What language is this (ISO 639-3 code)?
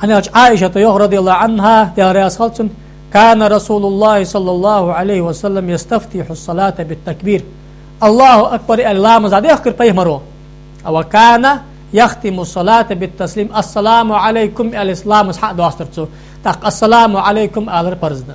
inh